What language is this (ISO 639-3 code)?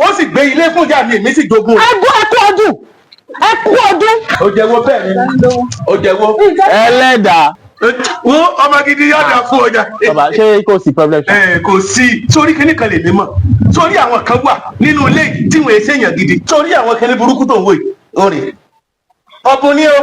yor